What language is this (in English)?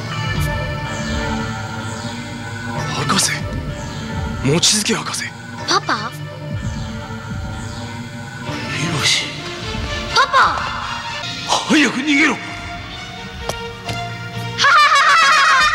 Japanese